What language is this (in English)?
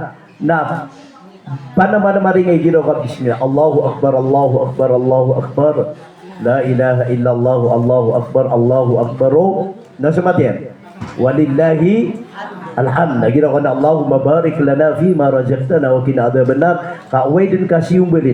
Maranao